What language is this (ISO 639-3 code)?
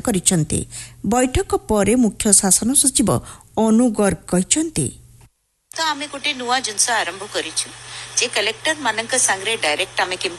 ori